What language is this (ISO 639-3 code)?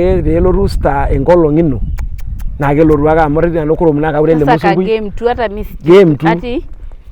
mas